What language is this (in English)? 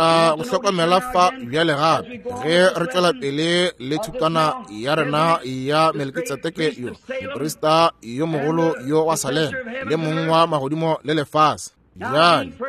Northern Sotho